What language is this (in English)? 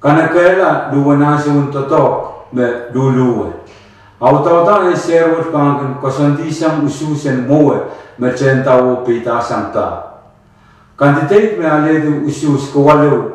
Pohnpeian